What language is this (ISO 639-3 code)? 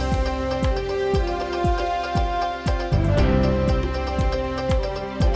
udm